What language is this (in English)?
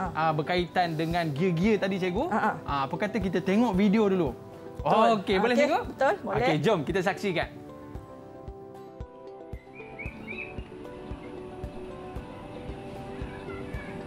Malay